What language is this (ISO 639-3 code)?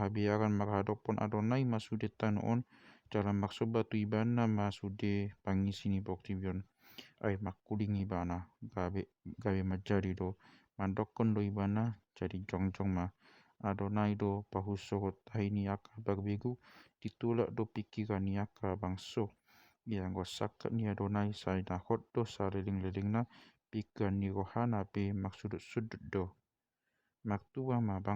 bbc